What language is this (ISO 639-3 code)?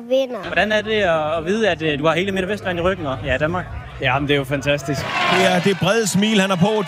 dan